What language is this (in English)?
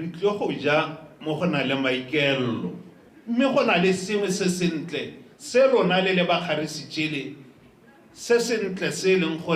Tswana